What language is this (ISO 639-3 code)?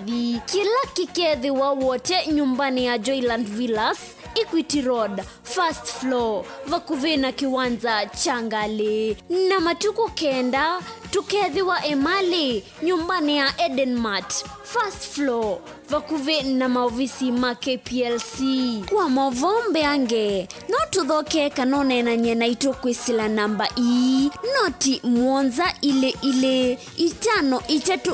kam